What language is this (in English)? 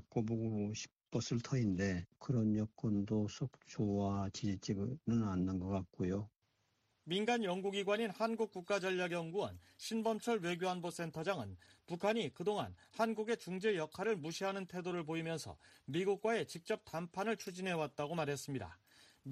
Korean